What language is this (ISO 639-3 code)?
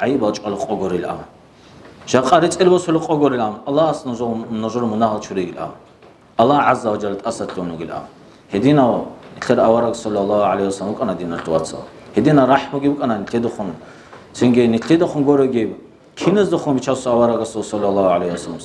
ava